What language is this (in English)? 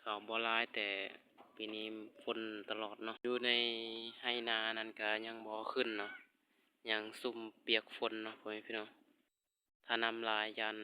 Lao